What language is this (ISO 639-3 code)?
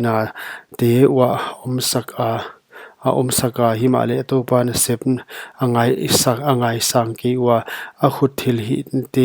pck